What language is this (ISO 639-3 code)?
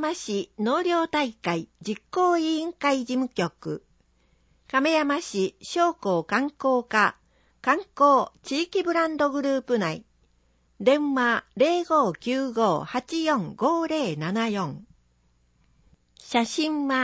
jpn